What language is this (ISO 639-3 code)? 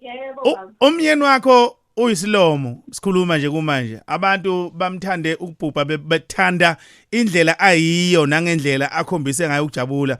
zul